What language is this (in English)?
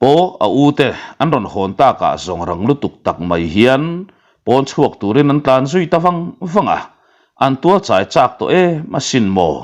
Mizo